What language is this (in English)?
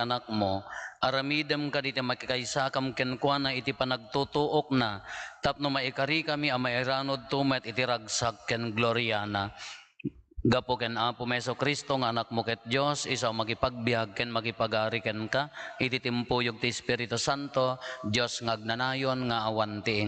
Iloko